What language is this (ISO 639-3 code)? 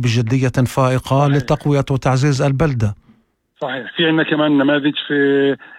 apc